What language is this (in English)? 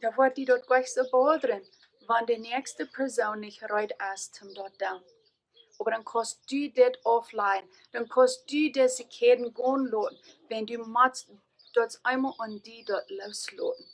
Plautdietsch